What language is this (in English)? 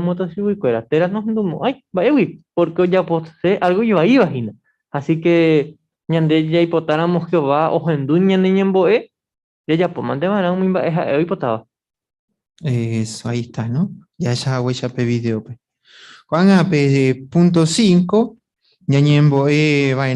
Guarani